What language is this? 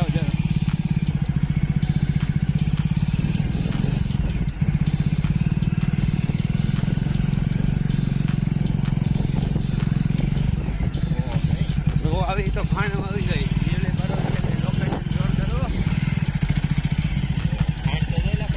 Gujarati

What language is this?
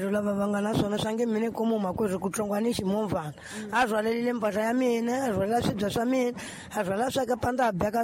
Tsonga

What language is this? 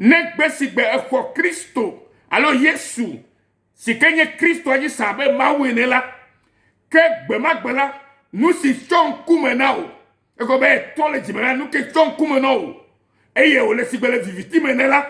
Ewe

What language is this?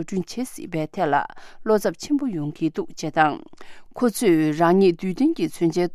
Tibetan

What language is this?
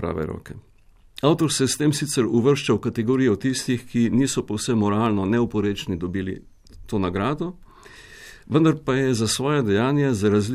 Slovenian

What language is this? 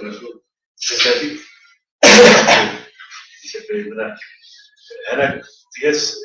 Bashkir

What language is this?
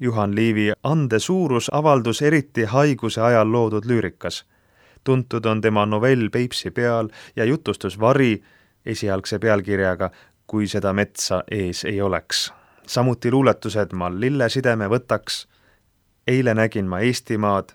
Estonian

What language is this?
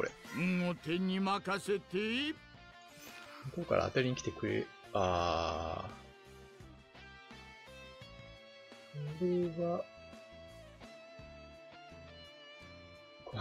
Japanese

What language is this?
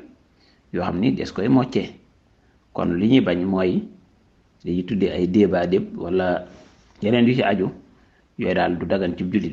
Wolof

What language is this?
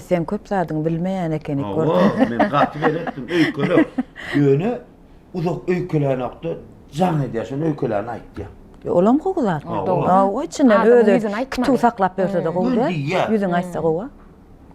Turkmen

